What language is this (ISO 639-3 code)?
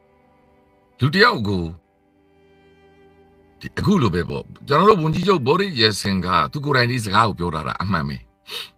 mya